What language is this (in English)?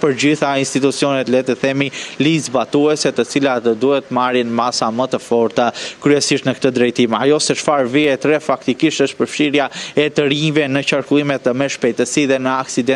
Albanian